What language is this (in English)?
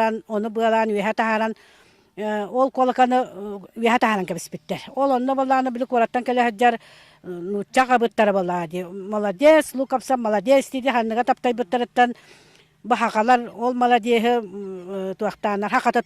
Yakut